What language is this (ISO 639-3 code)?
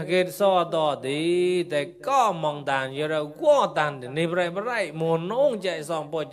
mnw